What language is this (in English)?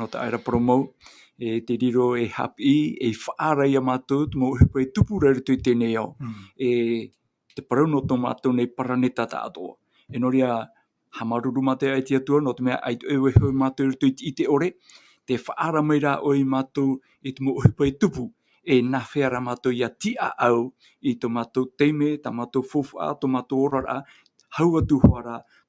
Tahitian